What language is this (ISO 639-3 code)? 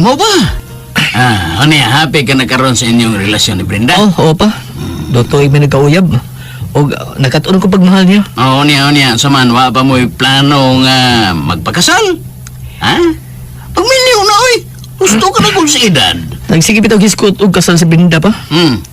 ceb